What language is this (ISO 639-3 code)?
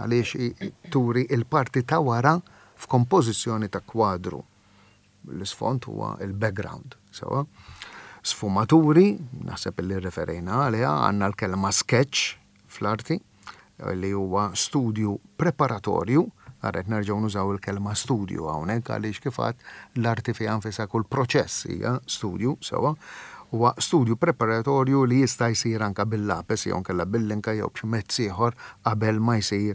mlt